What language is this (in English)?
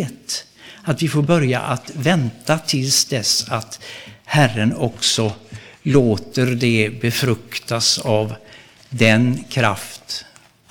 Swedish